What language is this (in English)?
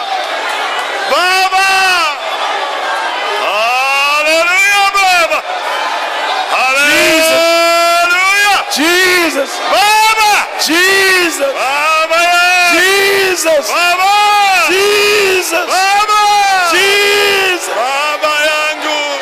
Swahili